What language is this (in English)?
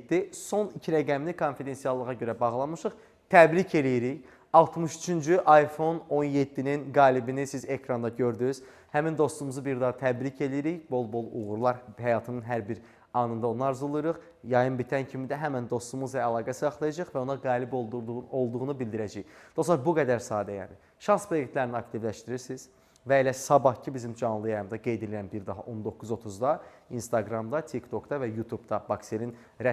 Azerbaijani